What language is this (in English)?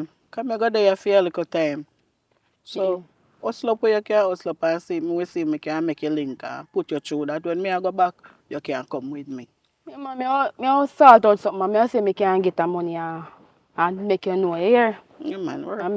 Jamaican Creole English